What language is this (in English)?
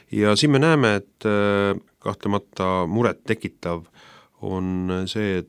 Estonian